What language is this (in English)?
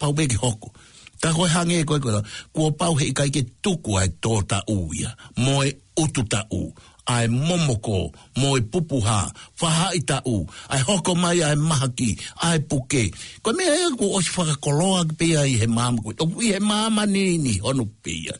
Tongan